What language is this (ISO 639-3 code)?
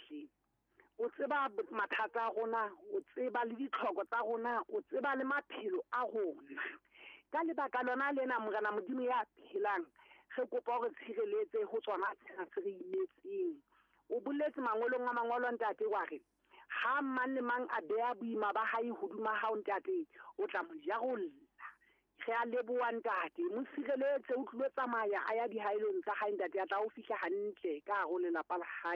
sot